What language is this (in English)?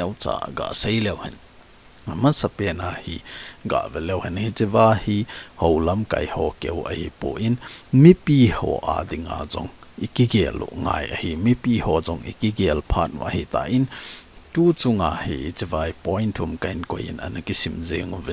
Thado Chin